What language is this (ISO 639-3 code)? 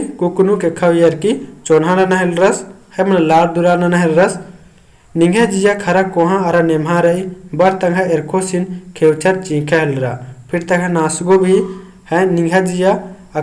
kru